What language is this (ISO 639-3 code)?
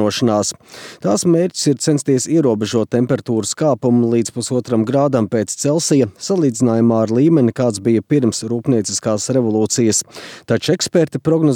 lav